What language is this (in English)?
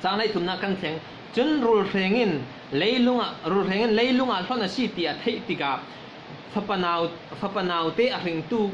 Falam Chin